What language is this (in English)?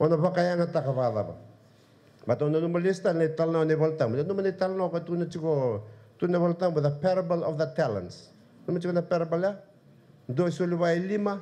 Fijian